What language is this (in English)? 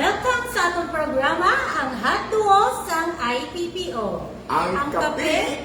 Hiligaynon